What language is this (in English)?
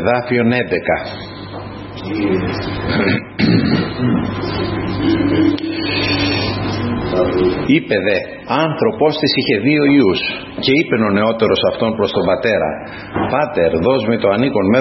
Greek